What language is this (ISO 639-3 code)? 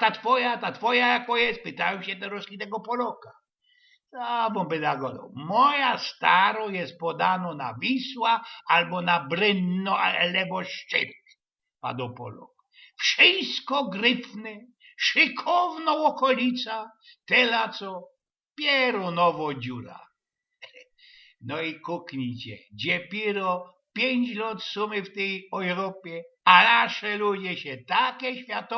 szl